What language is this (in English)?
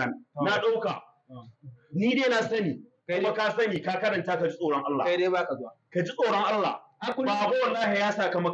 Hausa